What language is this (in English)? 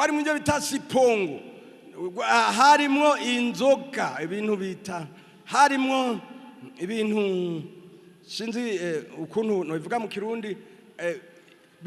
Rundi